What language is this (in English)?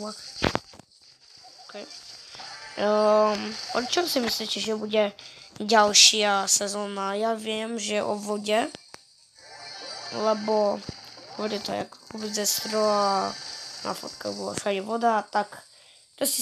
Slovak